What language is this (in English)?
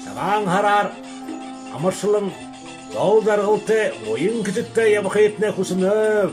Buriat